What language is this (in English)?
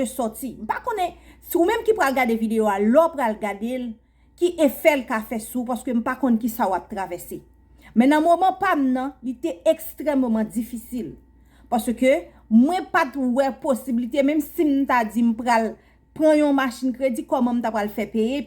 Haitian Creole